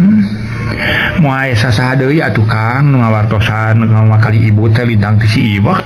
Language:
Sundanese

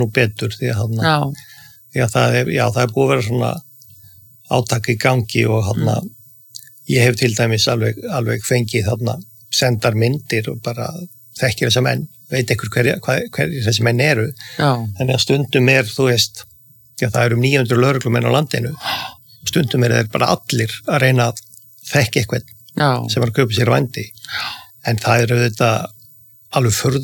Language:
Icelandic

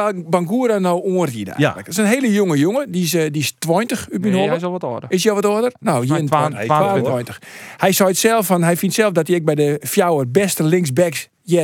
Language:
Western Frisian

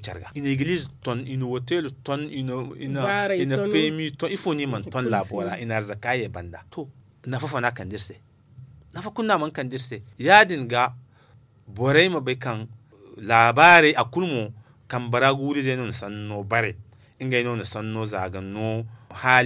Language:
Zarma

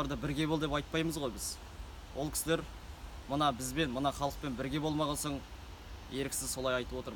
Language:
Kazakh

